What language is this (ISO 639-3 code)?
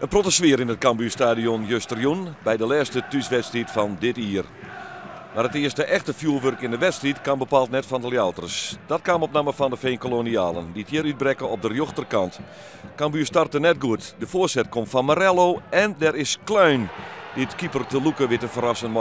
fry